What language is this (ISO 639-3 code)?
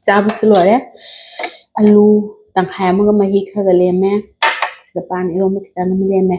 mni